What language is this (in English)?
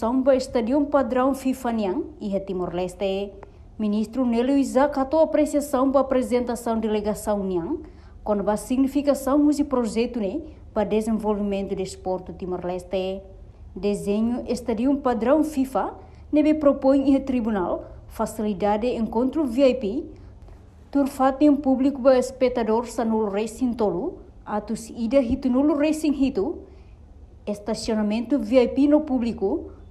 Tetum